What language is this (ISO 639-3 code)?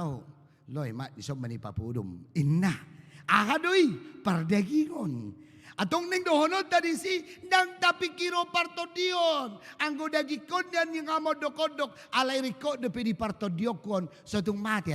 bbc